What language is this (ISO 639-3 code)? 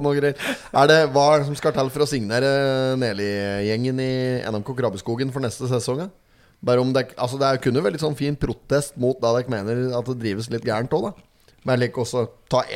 nor